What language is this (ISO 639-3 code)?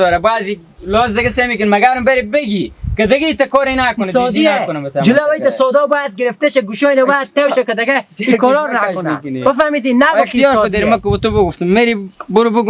haz